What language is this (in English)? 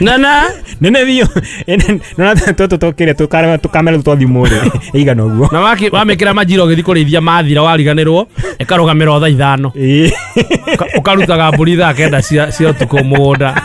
Kikuyu